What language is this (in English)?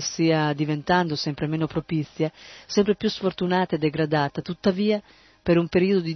Italian